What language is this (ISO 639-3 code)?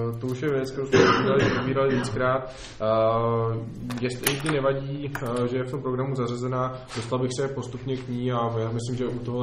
ces